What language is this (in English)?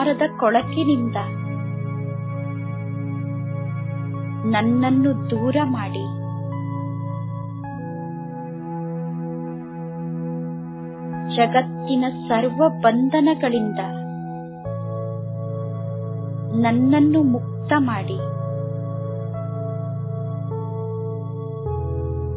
Kannada